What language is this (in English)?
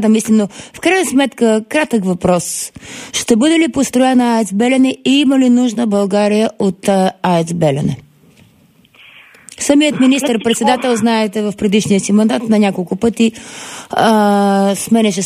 Bulgarian